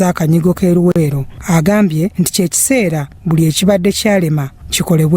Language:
Ganda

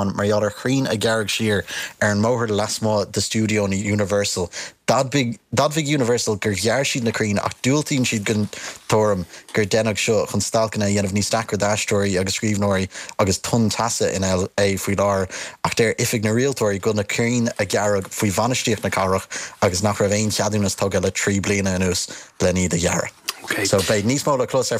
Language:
Irish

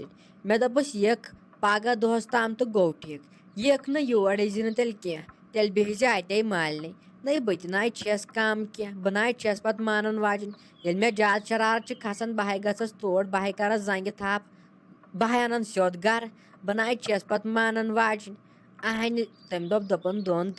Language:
Kashmiri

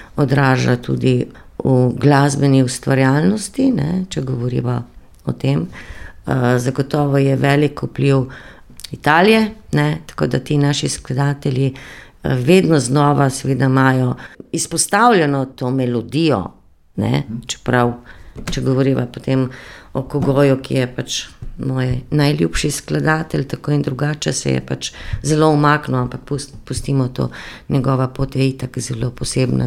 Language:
Slovenian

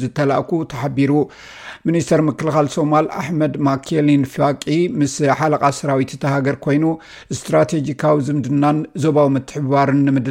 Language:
Tigrinya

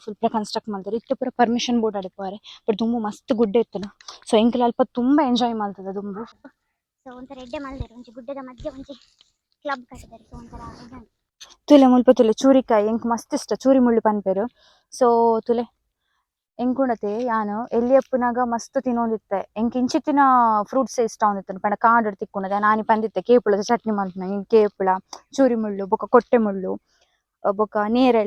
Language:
Tulu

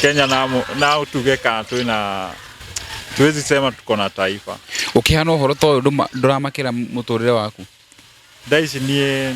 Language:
Kikuyu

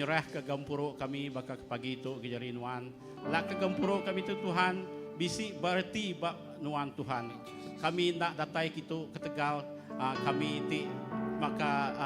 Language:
Iban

